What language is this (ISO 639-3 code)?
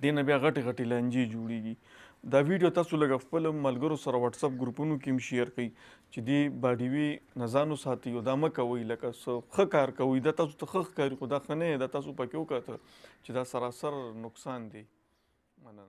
pus